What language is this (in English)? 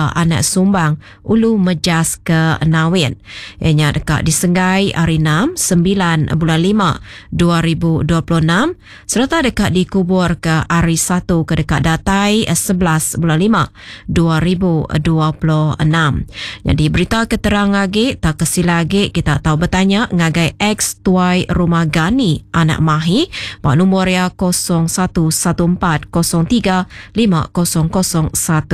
Iban